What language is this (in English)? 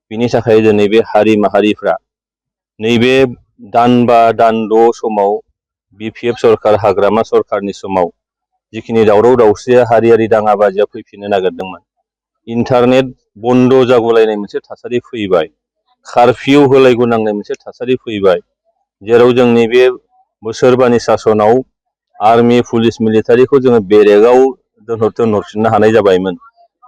Bodo